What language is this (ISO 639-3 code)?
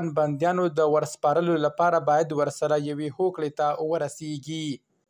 pus